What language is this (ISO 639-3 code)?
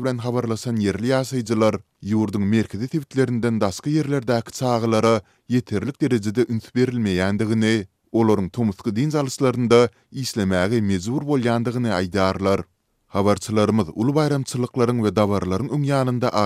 tuk